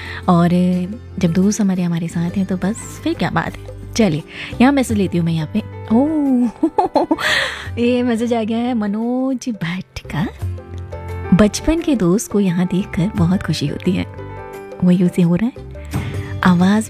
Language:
Hindi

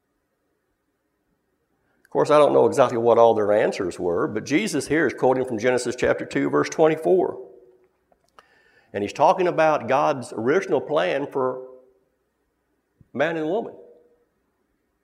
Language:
English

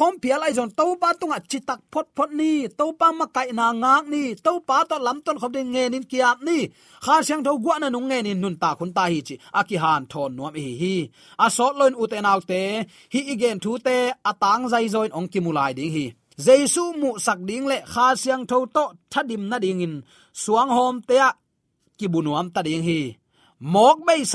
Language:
Tedim Chin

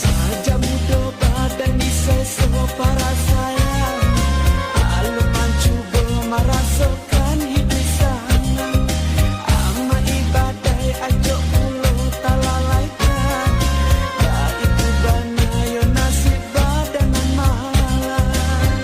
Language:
Minangkabau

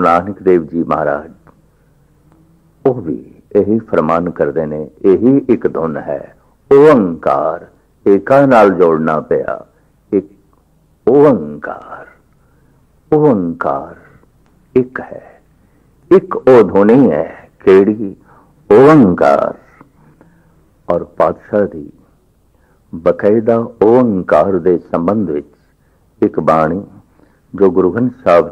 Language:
Punjabi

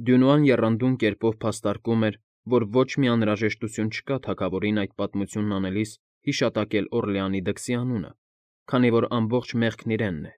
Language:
Armenian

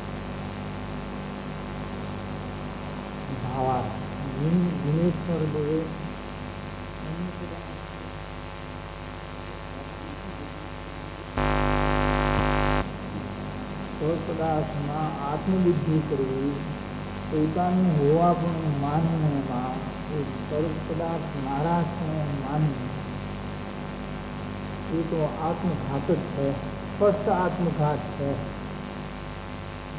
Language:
Gujarati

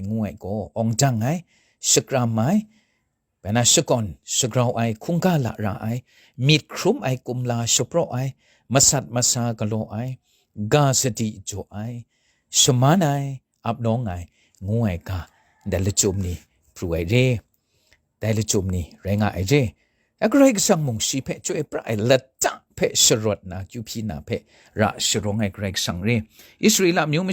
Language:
Kachin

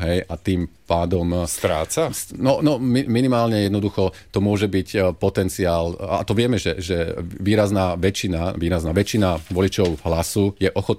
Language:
Slovak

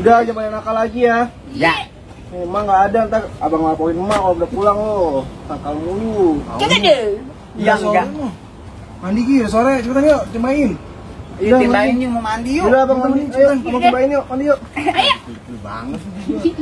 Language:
Betawi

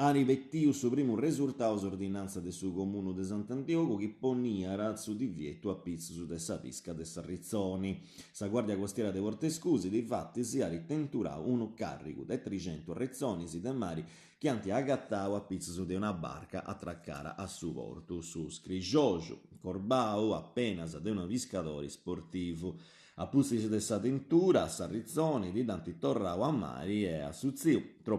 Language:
Sardinian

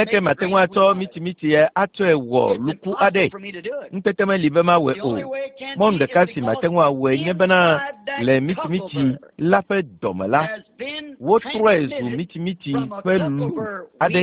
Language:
Ewe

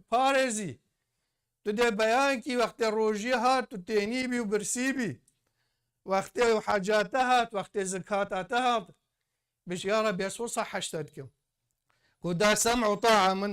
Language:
Kurdish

